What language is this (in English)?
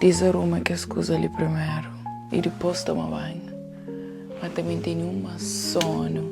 Kabuverdianu